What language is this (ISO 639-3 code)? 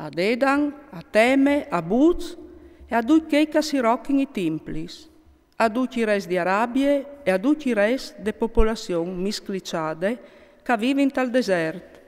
fur